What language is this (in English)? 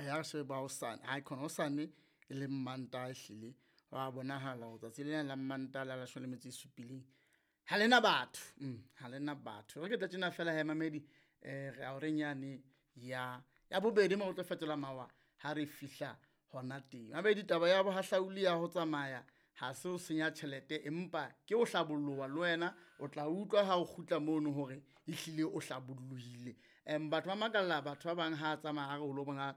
Southern Sotho